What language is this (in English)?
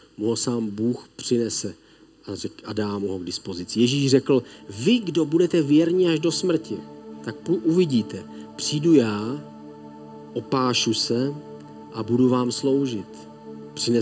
Czech